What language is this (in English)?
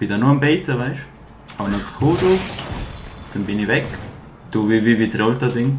Swiss German